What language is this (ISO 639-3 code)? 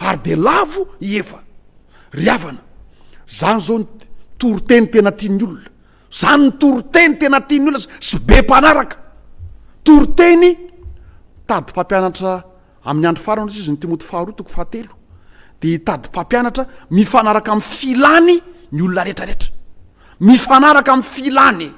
mlg